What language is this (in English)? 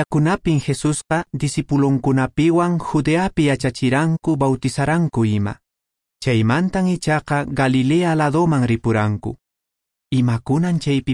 Quechua